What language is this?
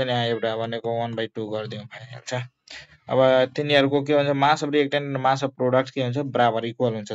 Nepali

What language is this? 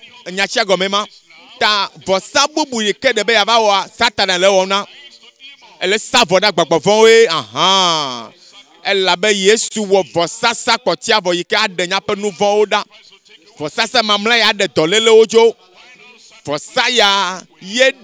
Ewe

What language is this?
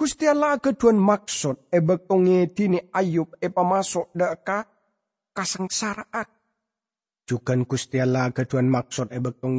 Madurese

